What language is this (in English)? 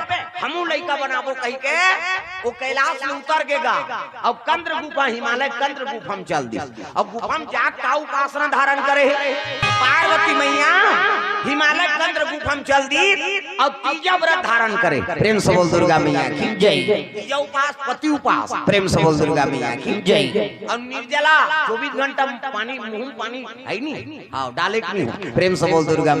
Chhattisgarhi